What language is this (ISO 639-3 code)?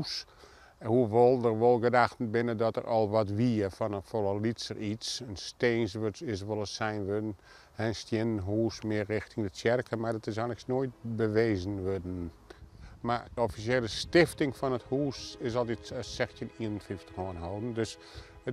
fry